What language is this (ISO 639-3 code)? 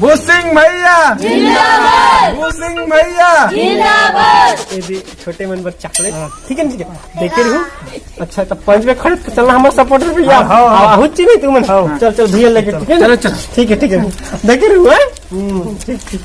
hne